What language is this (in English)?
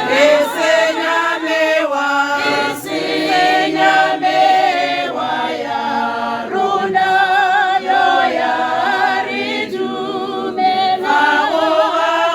Tswana